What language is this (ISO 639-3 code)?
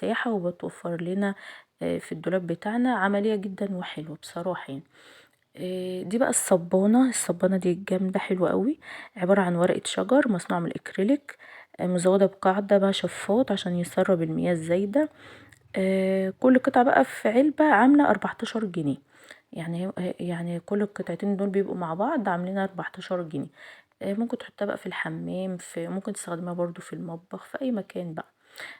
arz